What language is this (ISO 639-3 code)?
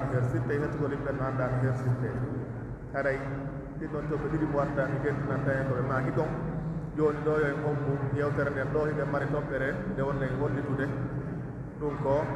fuf